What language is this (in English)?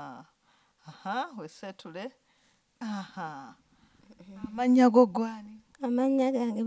Ganda